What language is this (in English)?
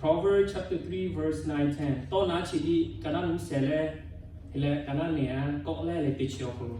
Lahu